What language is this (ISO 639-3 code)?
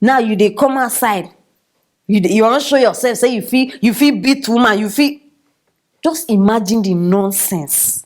pcm